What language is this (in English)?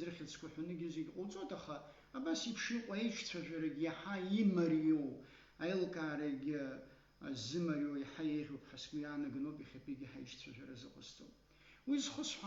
Abkhazian